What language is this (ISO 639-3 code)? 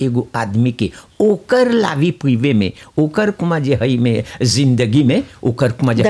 bho